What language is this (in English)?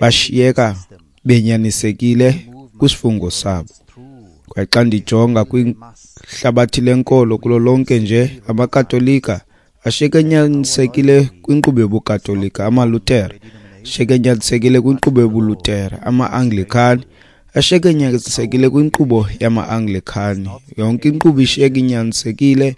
Xhosa